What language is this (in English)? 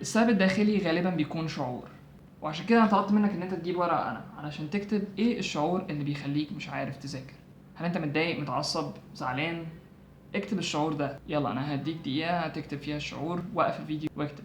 Egyptian Arabic